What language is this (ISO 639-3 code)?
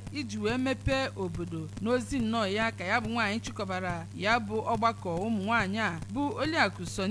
ibo